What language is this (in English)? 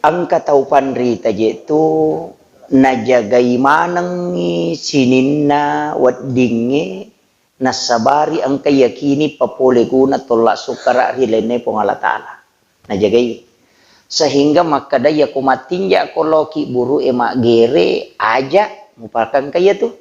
Buginese